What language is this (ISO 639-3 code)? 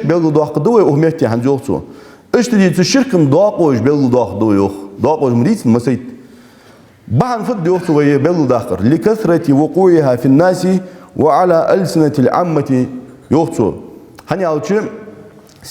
inh